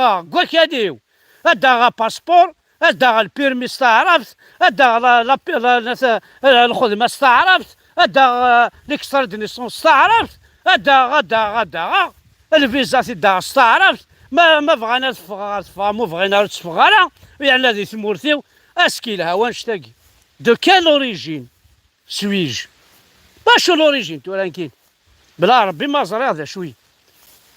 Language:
Kabyle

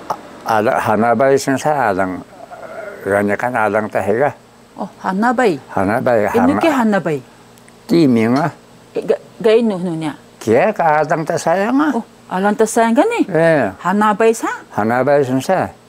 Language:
Taroko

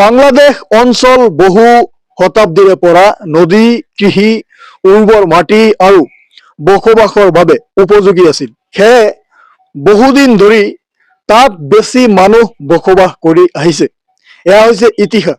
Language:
Assamese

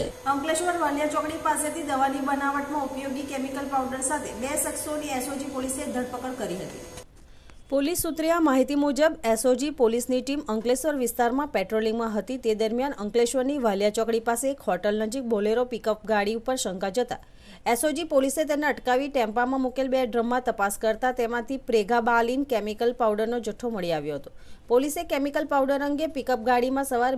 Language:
Gujarati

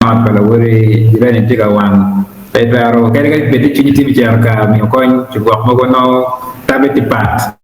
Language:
Acoli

